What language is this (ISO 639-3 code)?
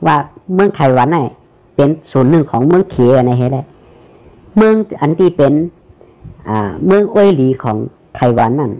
shn